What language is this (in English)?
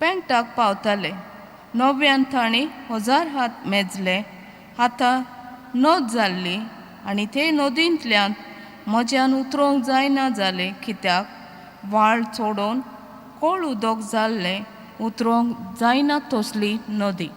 Konkani